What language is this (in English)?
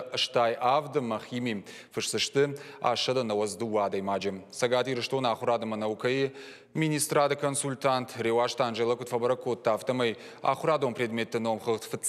Ossetic